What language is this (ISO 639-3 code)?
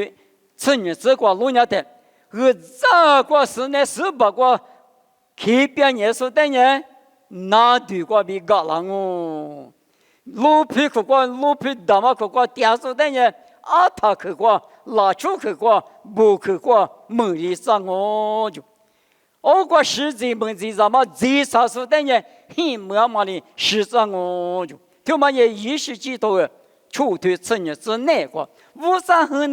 lis